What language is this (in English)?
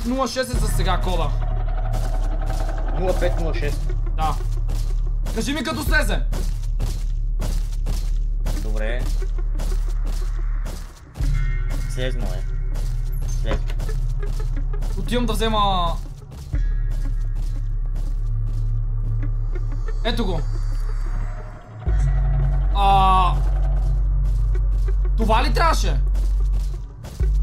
Bulgarian